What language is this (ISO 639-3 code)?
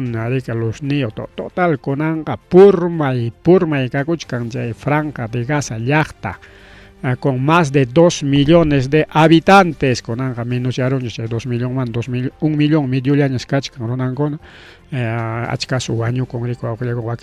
quy